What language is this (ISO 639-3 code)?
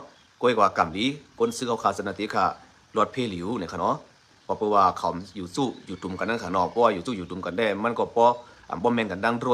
shn